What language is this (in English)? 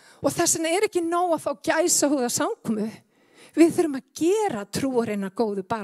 Icelandic